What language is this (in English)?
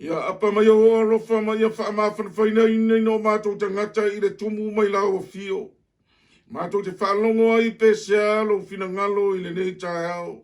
Samoan